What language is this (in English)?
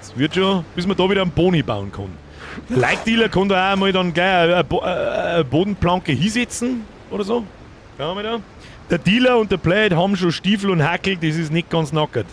Bavarian